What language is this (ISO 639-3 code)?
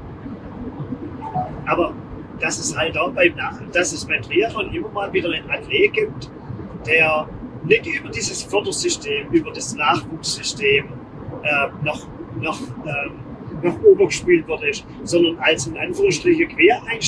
deu